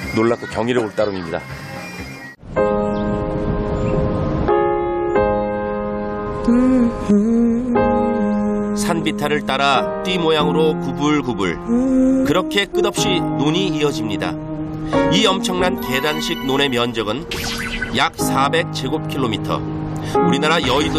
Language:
Korean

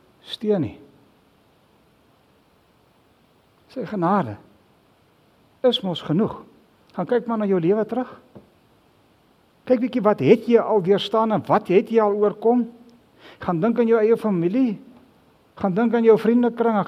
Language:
Afrikaans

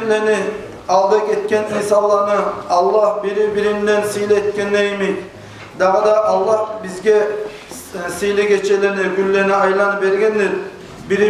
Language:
Kumyk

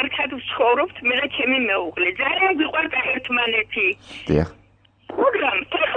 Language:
Georgian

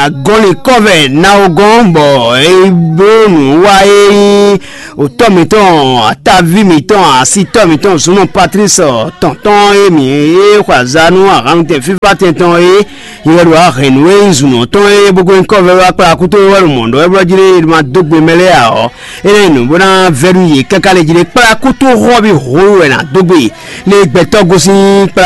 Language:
Fon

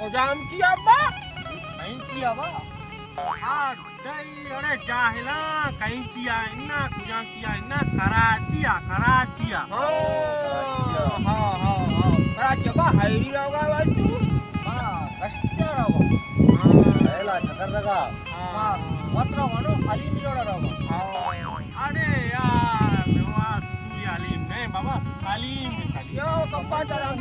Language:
Baluchi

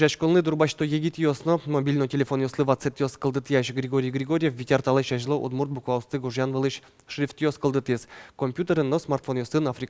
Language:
Udmurt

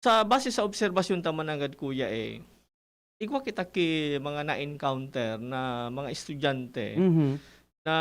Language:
Bikol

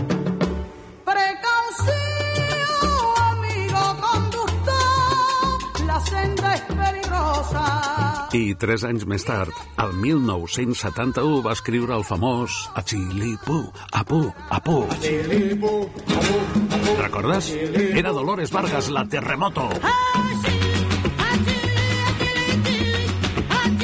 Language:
Catalan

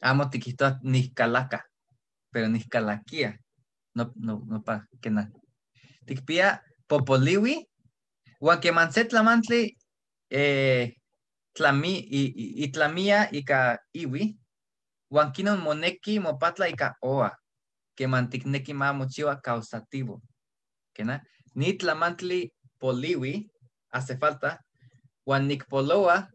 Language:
Eastern Huasteca Nahuatl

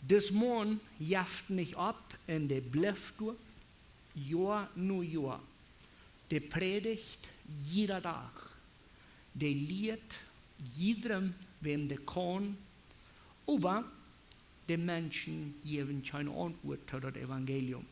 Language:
Plautdietsch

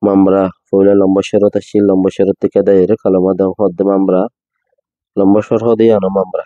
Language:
Rohingya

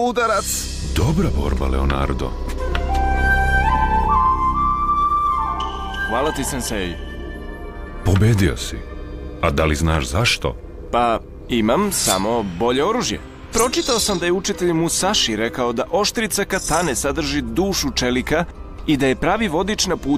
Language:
Serbian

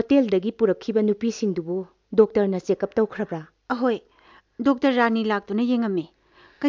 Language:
Manipuri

